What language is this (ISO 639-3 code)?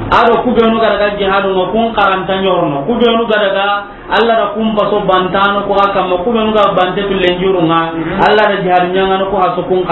snk